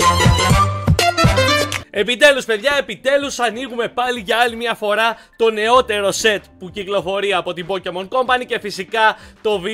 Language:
Greek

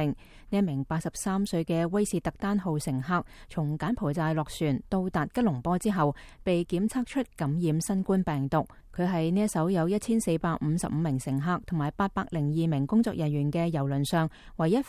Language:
Cantonese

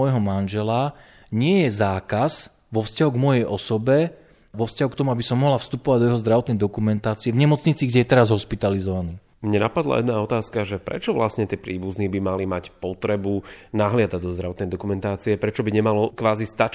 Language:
Slovak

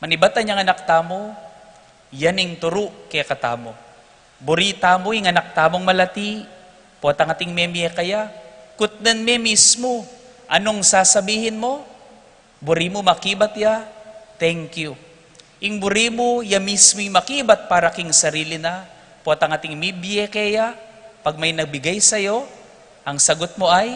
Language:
Pampanga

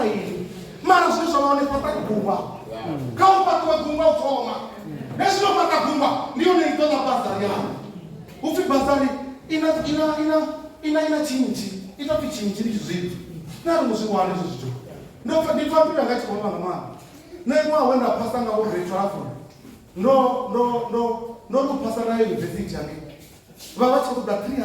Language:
Venda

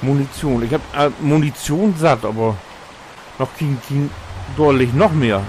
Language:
Low German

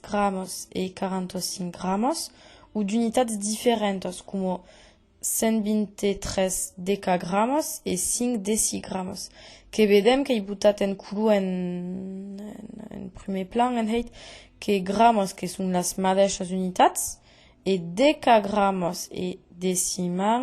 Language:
Occitan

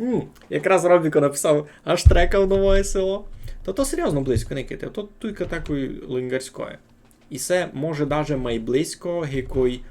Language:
Rusyn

